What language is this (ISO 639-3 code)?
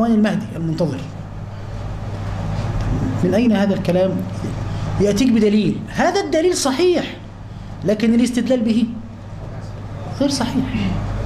ara